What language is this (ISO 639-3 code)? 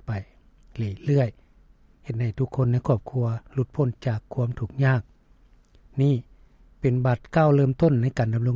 lao